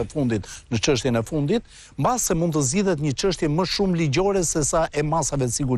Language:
Albanian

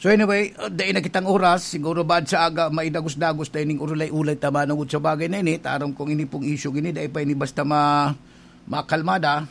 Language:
Bikol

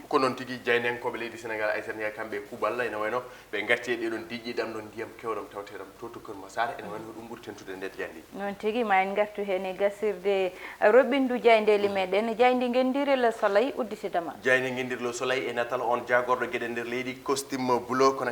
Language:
Fula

